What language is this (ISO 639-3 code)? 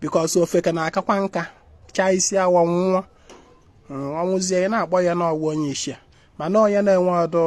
ibo